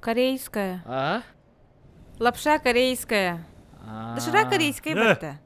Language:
Yakut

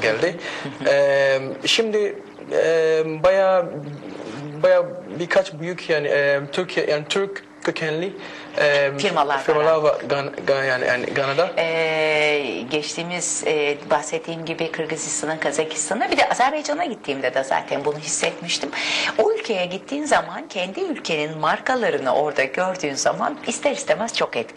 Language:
Turkish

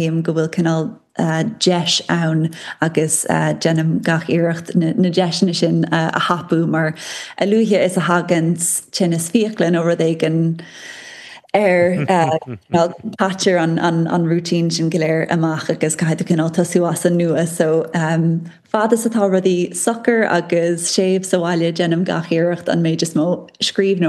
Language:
Irish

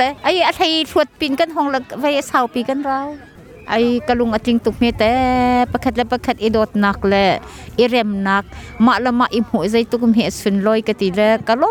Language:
Hakha Chin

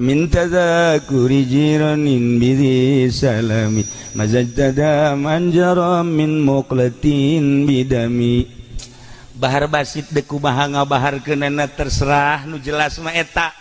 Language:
Sundanese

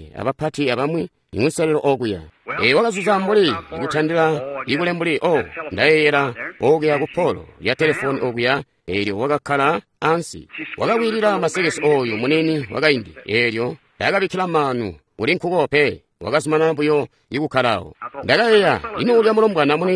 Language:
Tonga (Zambia)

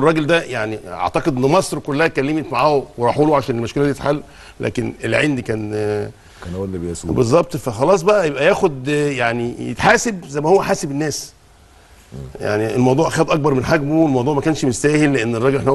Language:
Egyptian Arabic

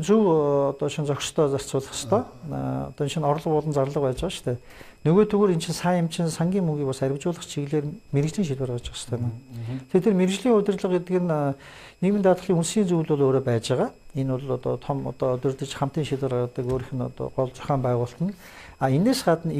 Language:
Mongolian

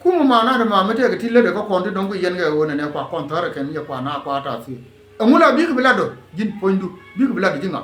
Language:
Nuer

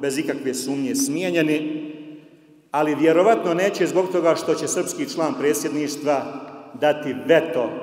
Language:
Bosnian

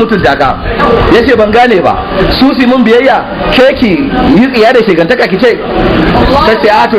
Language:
Hausa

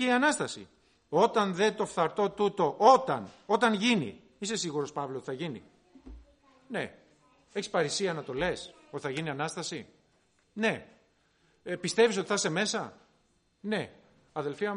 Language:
Greek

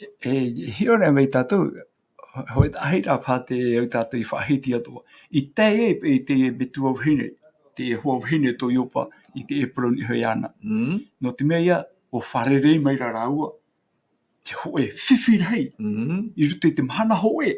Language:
Tahitian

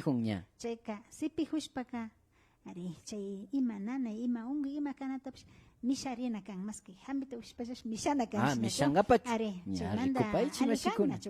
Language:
Imbabura Highland Quichua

